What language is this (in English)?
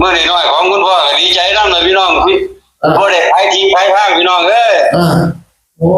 Northeastern Thai